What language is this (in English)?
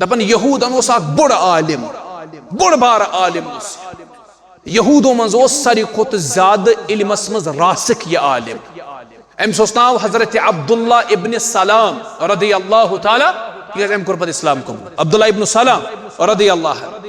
Kashmiri